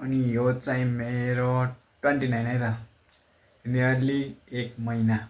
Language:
Nepali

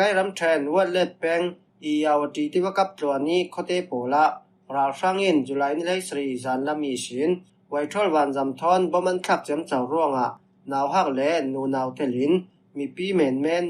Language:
Falam Chin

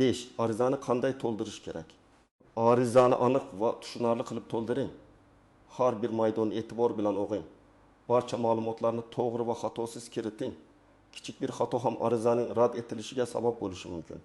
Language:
Uzbek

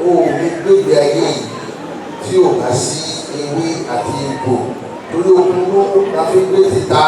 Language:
Yoruba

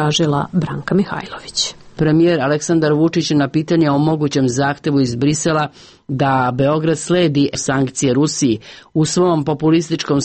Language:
Serbian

